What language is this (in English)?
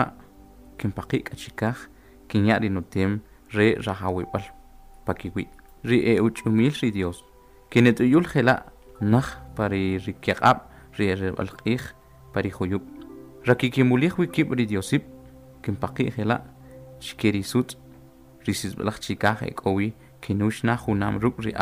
Kʼicheʼ